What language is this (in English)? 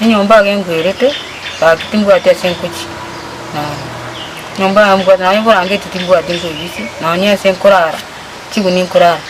Gusii